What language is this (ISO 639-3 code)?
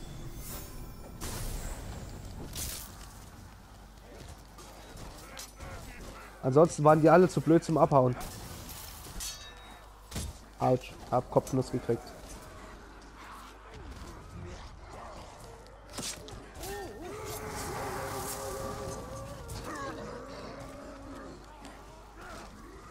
deu